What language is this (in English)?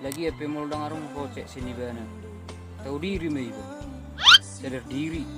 Batak Toba